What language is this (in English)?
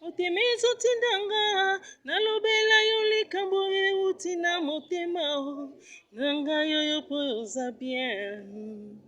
Lingala